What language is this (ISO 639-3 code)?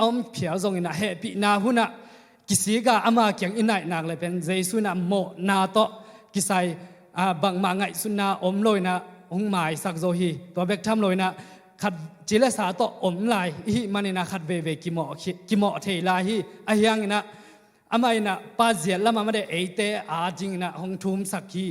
ctd